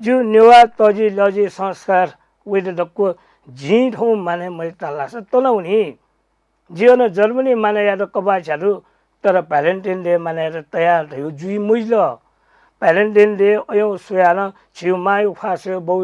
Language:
Newari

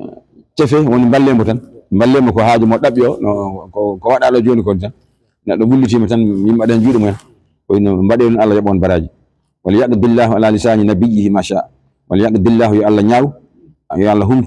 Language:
Fula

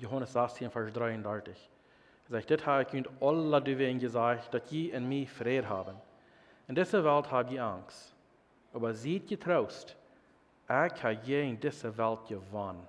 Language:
Plautdietsch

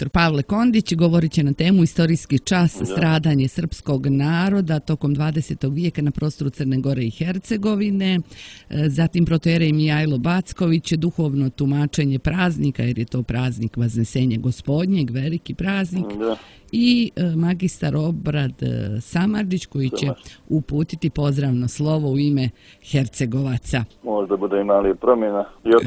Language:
Serbian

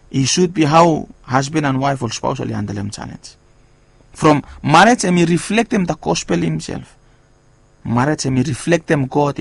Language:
Bislama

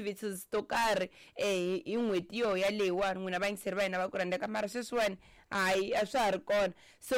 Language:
Tsonga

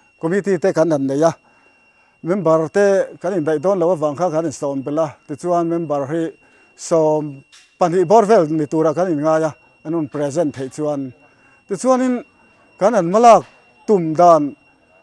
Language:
Mizo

